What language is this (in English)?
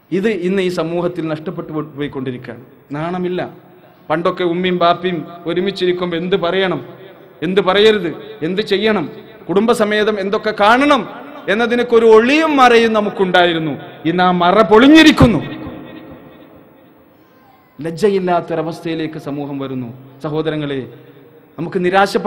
Malayalam